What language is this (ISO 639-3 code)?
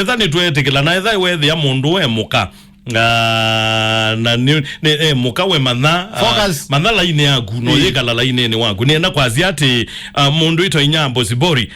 kam